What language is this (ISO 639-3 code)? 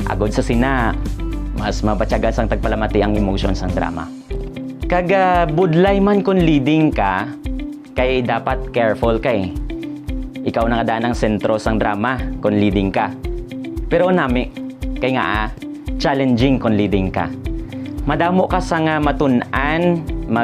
hil